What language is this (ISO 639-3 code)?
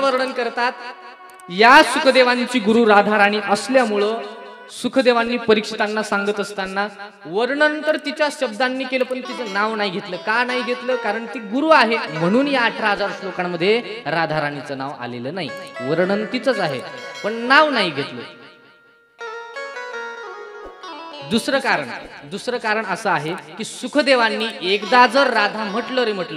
mar